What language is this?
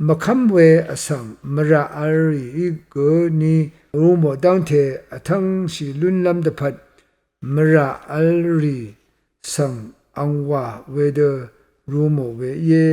Rawang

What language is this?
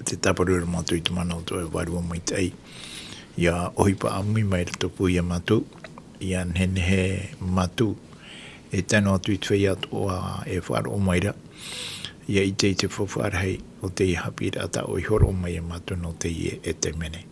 Tahitian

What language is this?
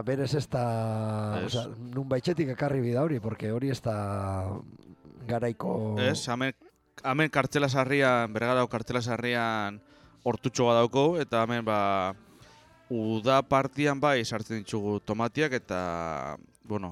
Basque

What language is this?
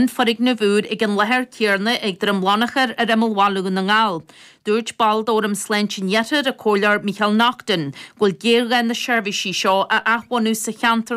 Irish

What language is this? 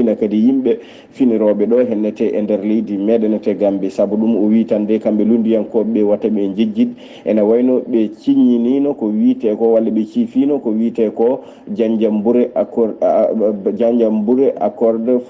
Fula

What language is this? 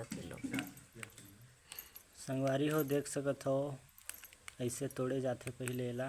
Chhattisgarhi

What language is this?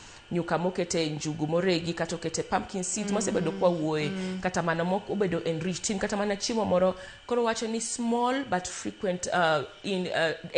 Luo (Kenya and Tanzania)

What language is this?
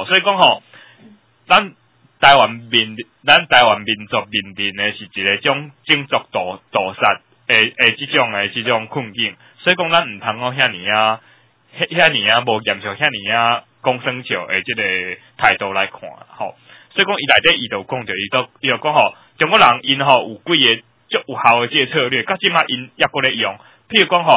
Min Nan Chinese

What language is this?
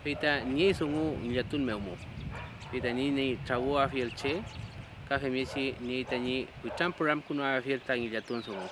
Mapuche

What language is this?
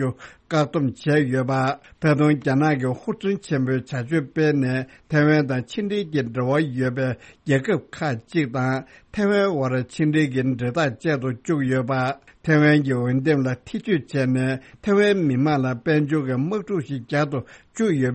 Tibetan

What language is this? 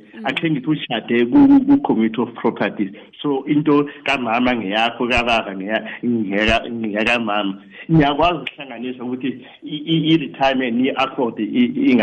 South Ndebele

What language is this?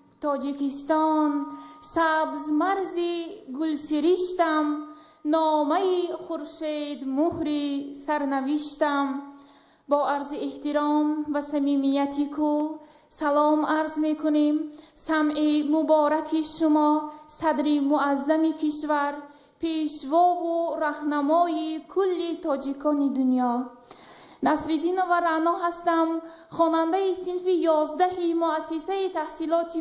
Tajik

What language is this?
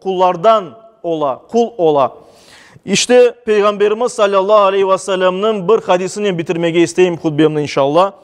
Crimean Tatar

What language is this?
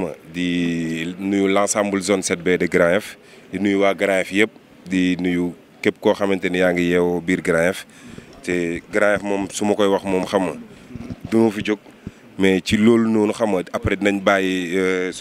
Wolof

